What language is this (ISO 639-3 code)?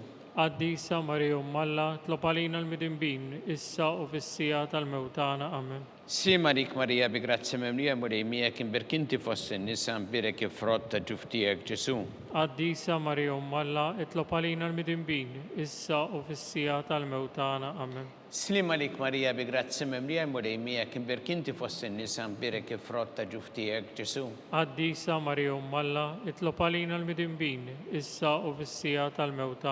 mlt